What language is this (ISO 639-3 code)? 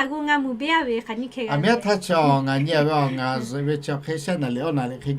lhu